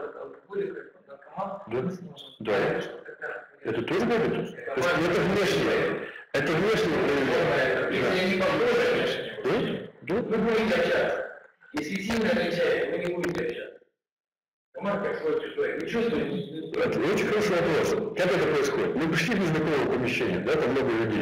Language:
Russian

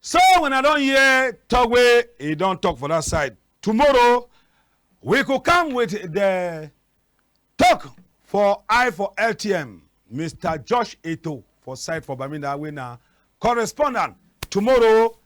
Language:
Cameroon Pidgin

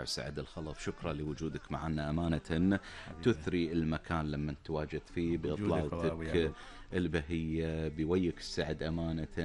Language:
Gulf Arabic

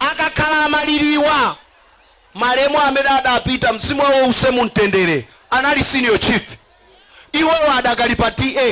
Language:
Nyanja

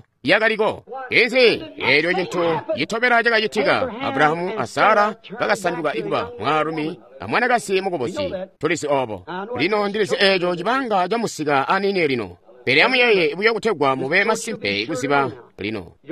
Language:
Tonga (Zambia)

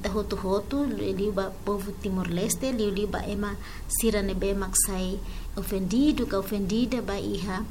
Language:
Tetum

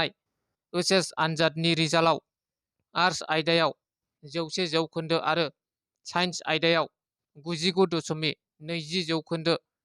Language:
Bodo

